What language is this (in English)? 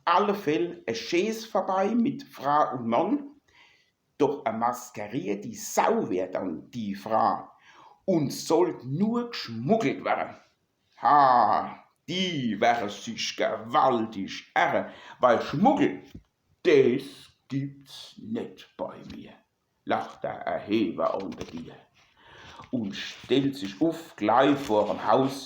Palatine German